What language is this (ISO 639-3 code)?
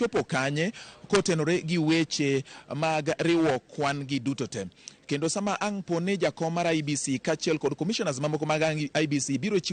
luo